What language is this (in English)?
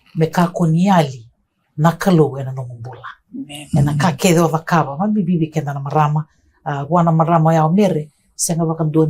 Fijian